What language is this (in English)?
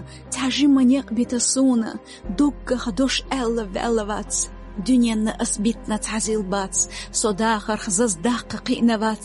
Chechen